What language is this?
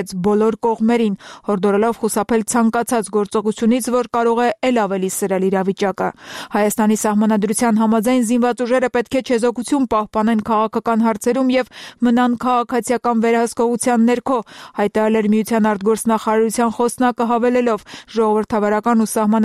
Armenian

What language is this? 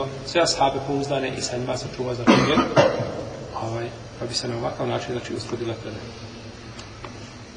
Bosnian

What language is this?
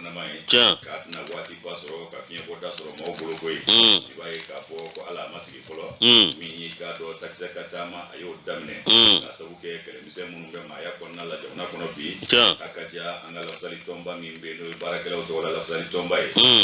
Bambara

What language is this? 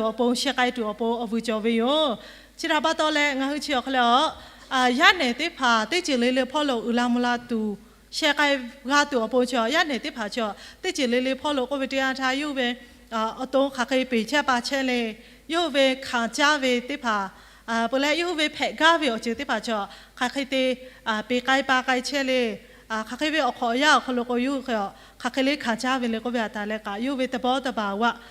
Lahu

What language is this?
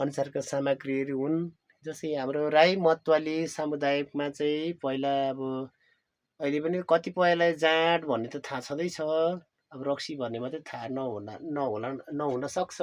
Nepali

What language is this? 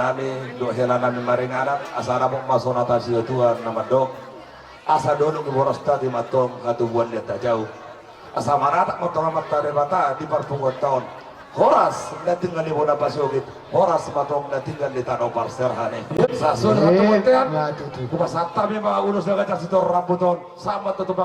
Batak Toba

